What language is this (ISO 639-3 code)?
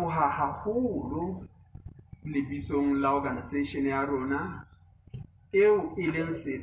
sot